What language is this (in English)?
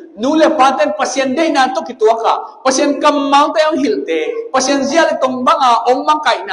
Tedim Chin